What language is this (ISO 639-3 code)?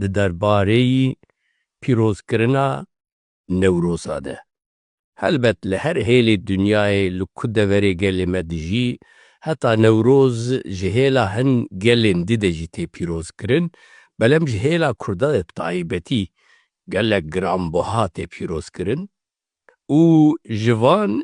kur